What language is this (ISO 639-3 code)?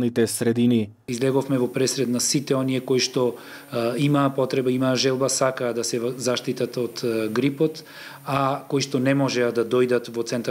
mkd